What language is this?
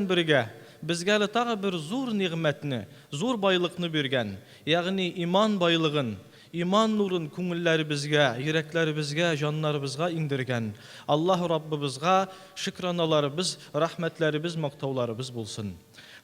Tatar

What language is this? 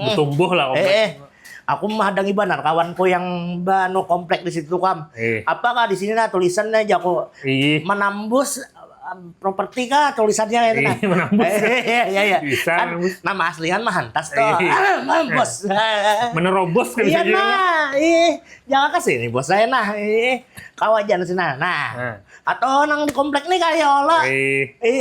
Banjar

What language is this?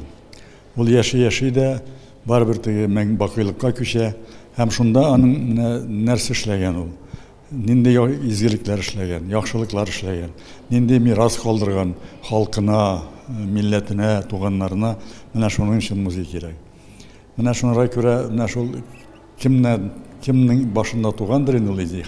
Tatar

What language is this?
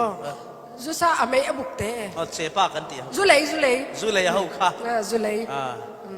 Falam Chin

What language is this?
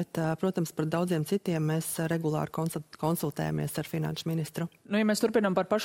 Latvian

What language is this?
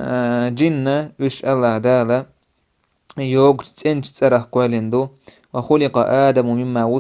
Chechen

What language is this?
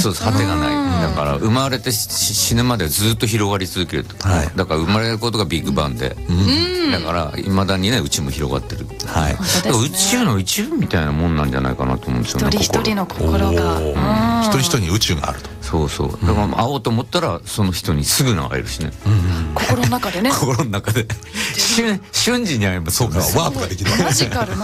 Japanese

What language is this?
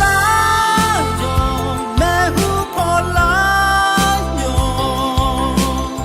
Akha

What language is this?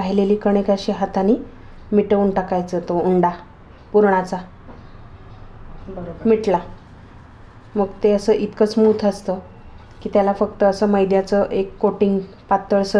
Marathi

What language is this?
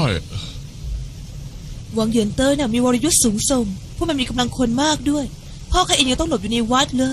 Thai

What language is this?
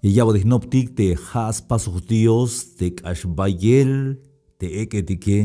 Tzeltal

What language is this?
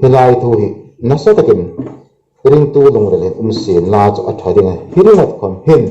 Hmar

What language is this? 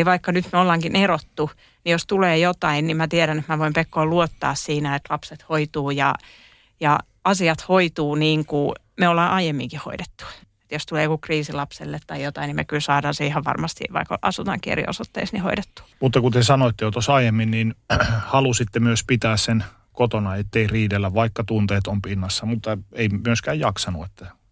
Finnish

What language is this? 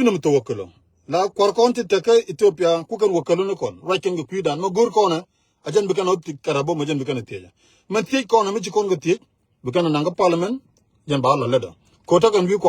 Nuer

